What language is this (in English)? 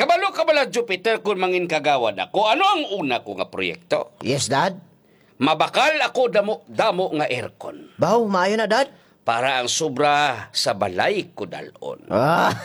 Hiligaynon